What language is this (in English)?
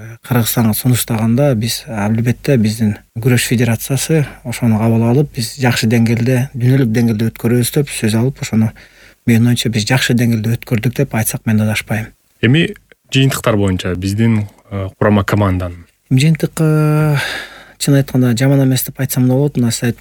Kyrgyz